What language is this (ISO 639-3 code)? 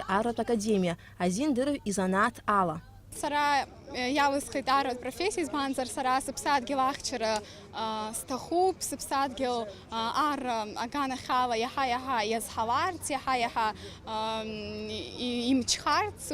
abk